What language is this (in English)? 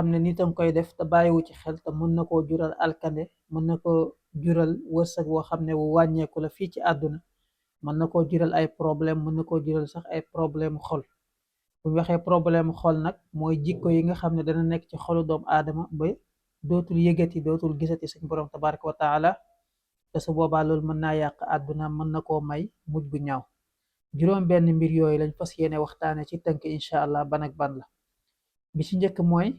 Wolof